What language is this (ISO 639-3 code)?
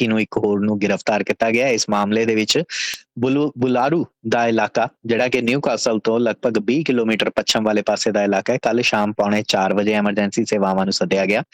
pan